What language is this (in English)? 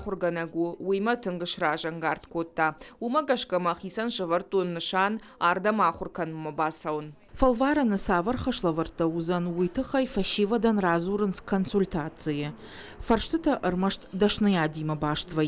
Ossetic